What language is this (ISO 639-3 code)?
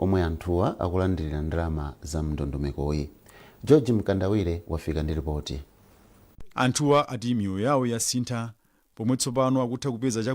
nya